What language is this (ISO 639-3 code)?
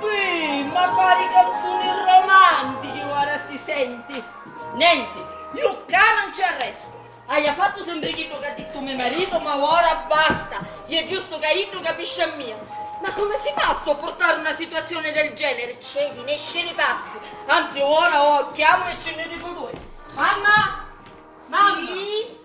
scn